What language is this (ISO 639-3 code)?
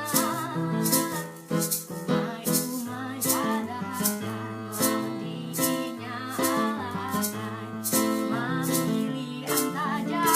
bjn